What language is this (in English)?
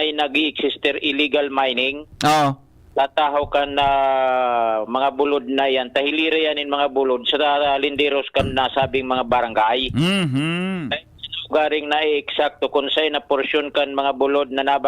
Bikol